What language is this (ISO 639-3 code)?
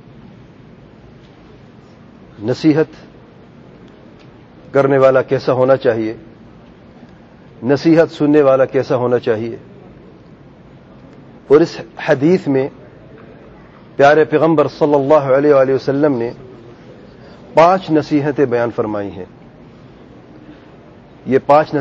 urd